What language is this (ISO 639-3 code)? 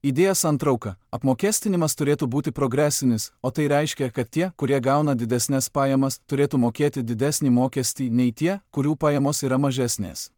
lit